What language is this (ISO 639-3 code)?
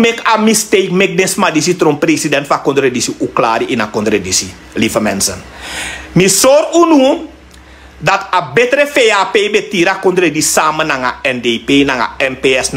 srn